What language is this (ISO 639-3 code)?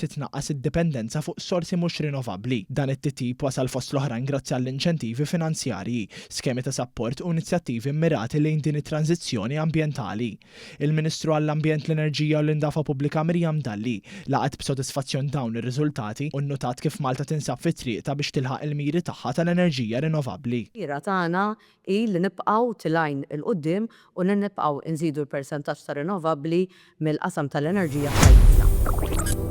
mlt